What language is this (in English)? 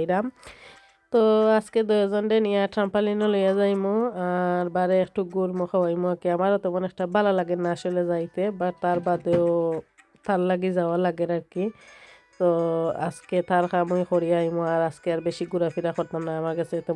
Sylheti